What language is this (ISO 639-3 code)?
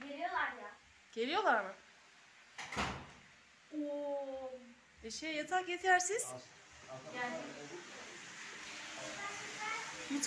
tur